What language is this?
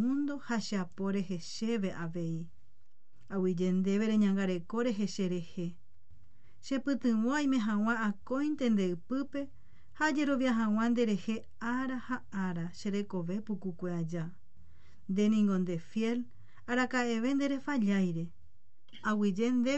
Guarani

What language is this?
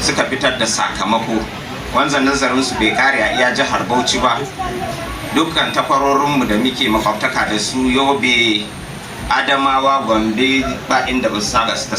Hausa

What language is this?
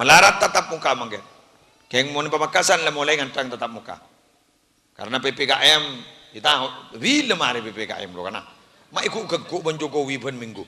Madurese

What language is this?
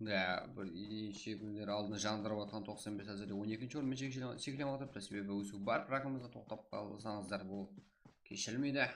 Kara-Kalpak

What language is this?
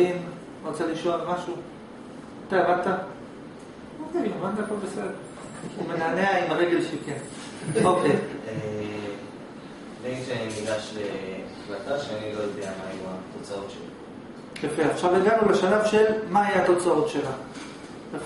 Hebrew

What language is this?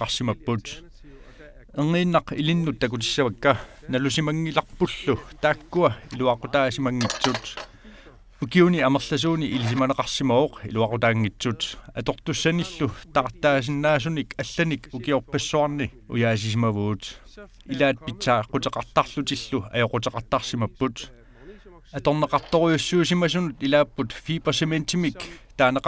Kalaallisut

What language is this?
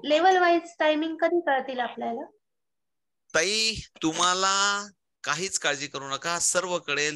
Marathi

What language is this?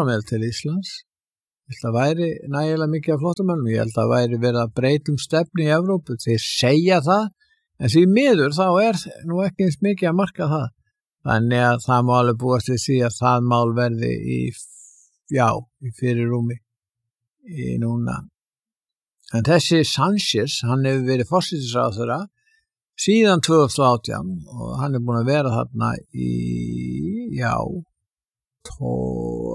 Icelandic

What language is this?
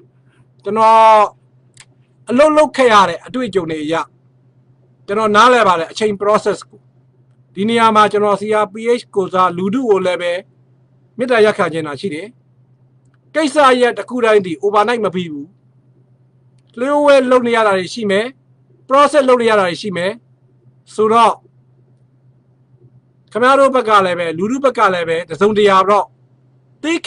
Burmese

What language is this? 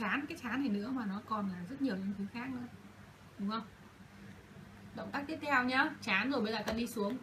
Vietnamese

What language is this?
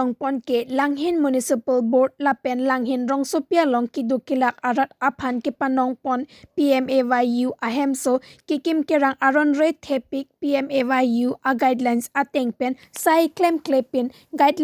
Karbi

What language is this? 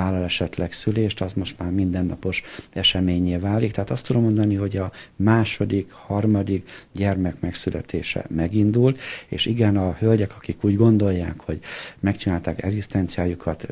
Hungarian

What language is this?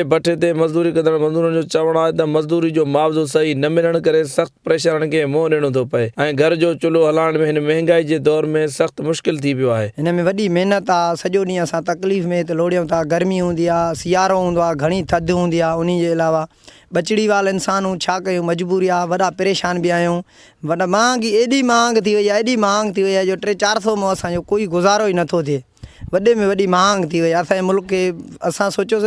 Sindhi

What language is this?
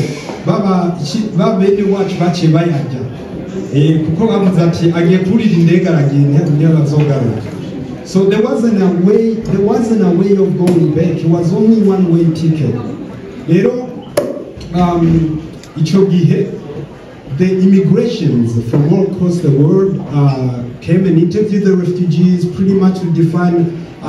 Rundi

